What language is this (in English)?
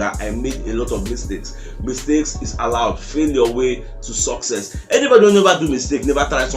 Nigerian Pidgin